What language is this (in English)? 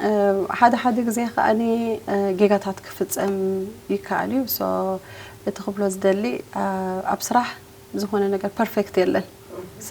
Tigrinya